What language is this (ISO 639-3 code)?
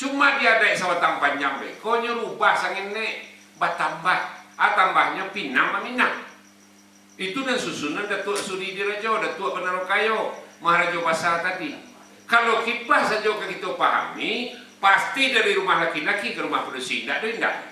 min